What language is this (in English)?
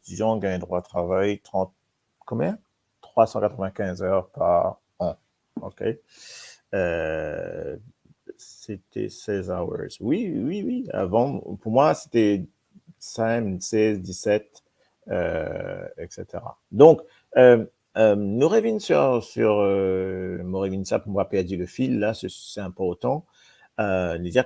Morisyen